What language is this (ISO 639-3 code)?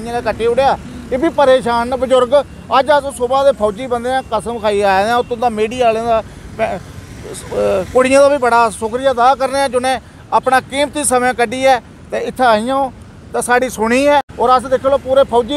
doi